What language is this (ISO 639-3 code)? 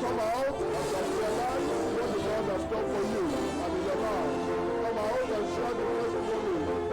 ewe